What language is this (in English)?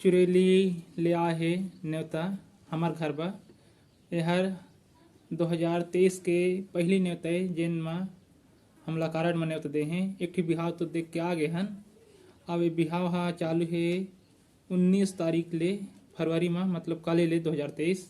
Chhattisgarhi